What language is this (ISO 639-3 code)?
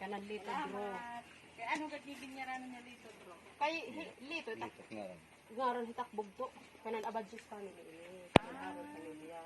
war